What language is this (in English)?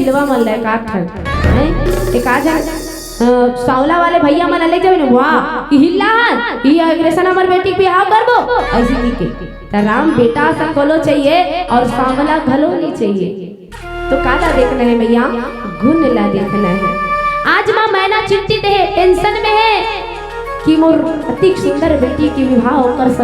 Chhattisgarhi